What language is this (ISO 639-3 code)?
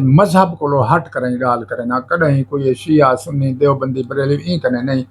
skr